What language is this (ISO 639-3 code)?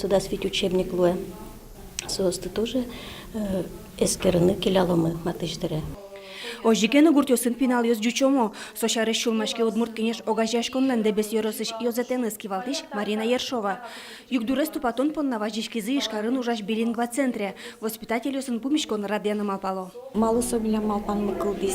udm